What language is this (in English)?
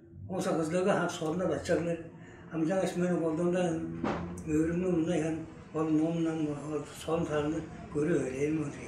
Tuvinian